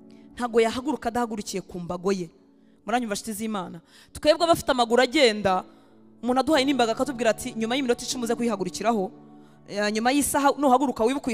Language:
Kinyarwanda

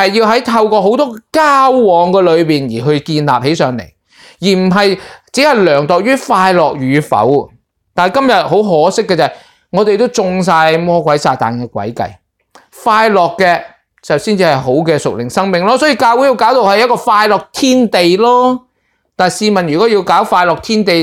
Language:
Cantonese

